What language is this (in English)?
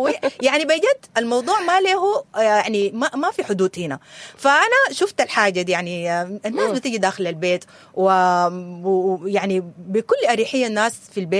Sudanese Arabic